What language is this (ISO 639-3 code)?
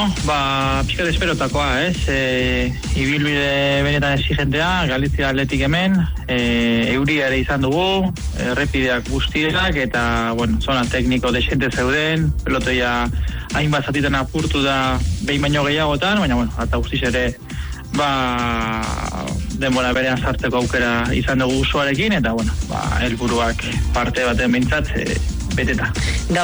eus